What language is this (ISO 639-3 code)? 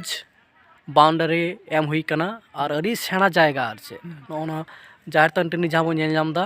sat